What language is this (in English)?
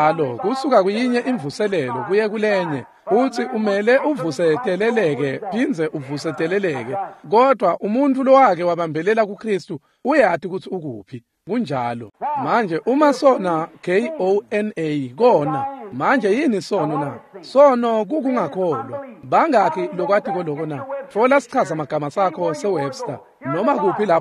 Swati